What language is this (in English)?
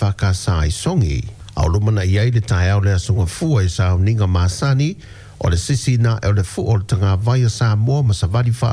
Samoan